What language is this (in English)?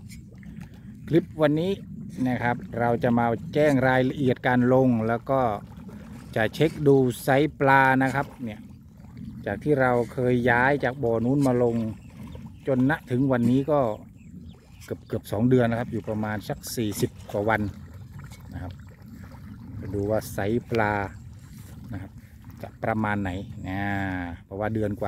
Thai